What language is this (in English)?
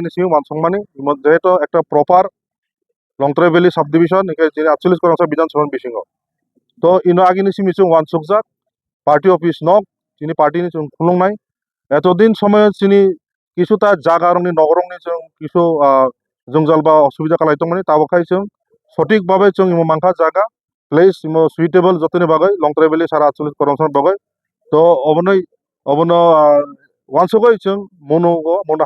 Kok Borok